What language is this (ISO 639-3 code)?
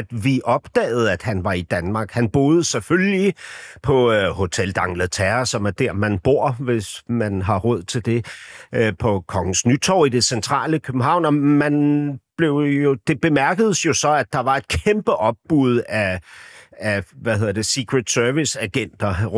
dan